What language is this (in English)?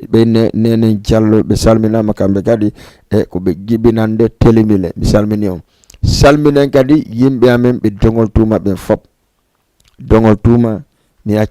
Fula